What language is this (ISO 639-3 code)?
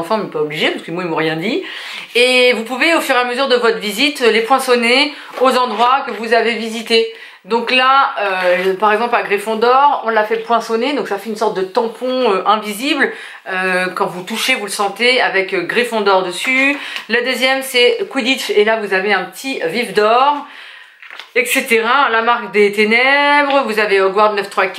fra